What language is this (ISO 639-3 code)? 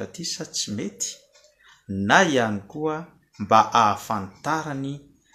mlg